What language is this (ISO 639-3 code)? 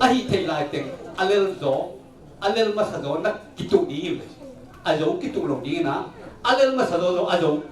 ctd